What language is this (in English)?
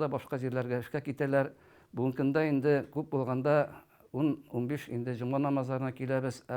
Tatar